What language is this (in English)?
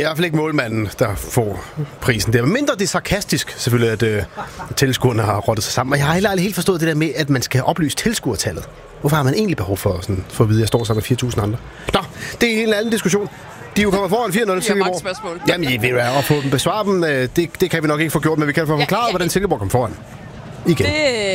Danish